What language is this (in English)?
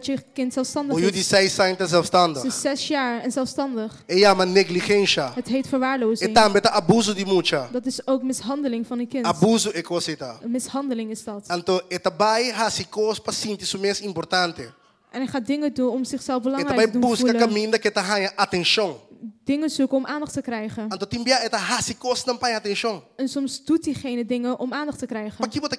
Papiamento